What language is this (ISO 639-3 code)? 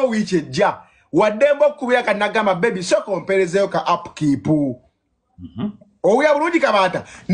lug